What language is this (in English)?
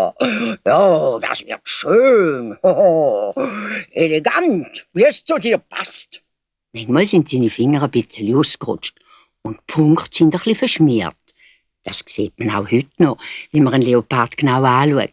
Swiss German